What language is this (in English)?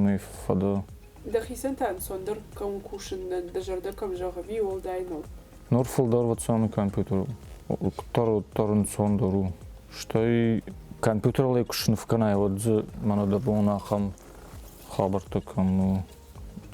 Ossetic